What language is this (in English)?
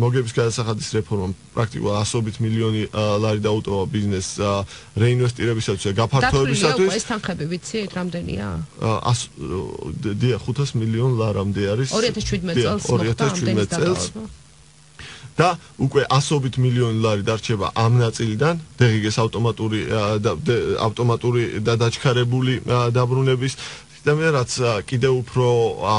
Georgian